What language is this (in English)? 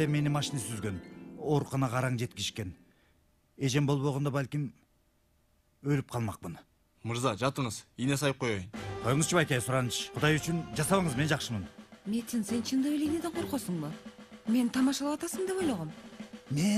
Kyrgyz